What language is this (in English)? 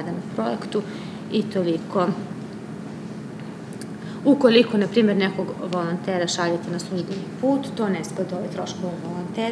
Serbian